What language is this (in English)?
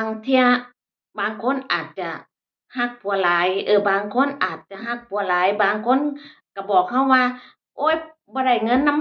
Northeastern Thai